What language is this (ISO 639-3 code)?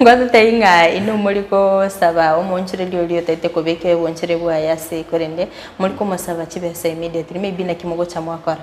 guz